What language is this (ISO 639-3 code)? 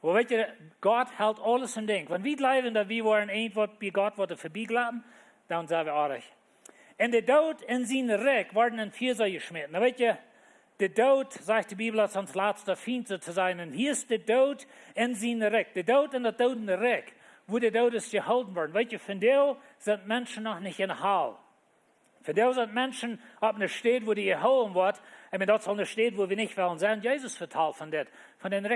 pdt